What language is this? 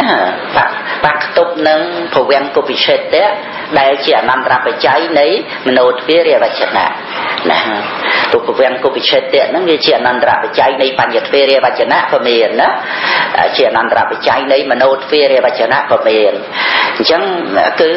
Khmer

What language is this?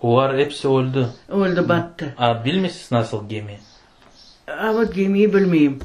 Crimean Tatar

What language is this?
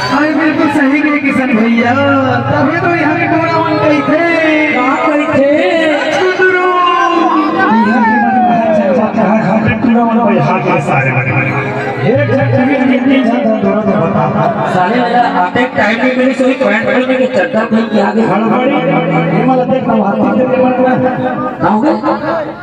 Chhattisgarhi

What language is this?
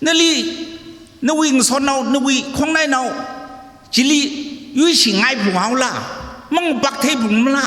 Tangkhul Naga (India)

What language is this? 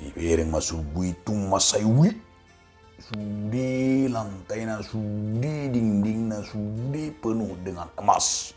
Batak Toba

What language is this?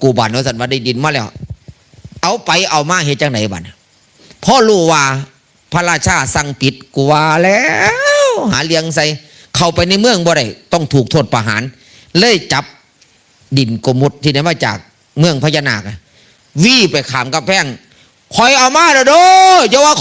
Northeastern Thai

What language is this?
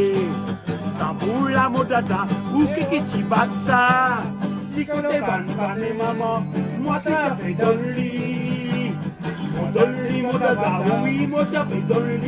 Réunion Creole French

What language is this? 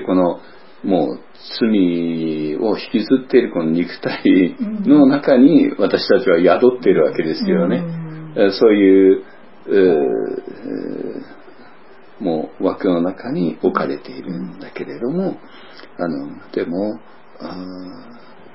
Japanese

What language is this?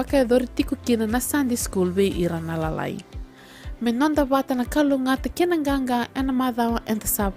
Fijian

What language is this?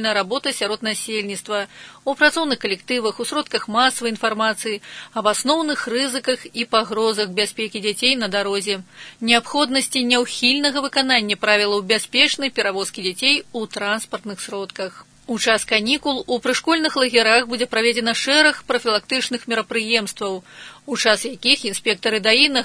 Belarusian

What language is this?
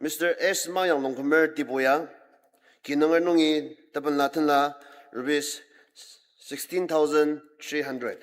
Ao Naga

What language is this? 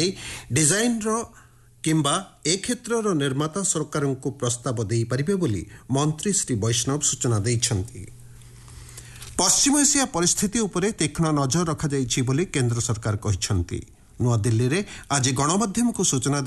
Odia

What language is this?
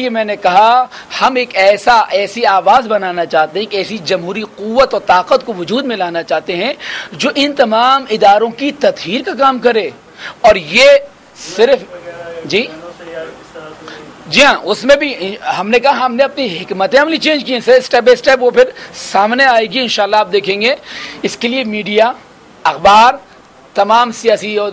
Urdu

